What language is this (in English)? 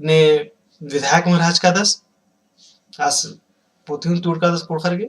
Kurukh